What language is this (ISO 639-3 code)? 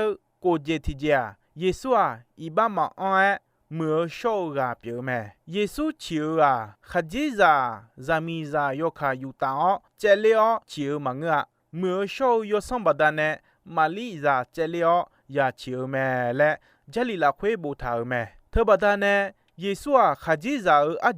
ahk